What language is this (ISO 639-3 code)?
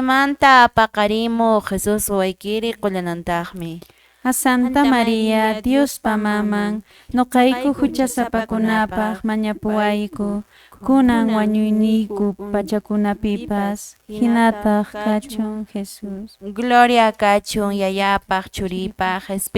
que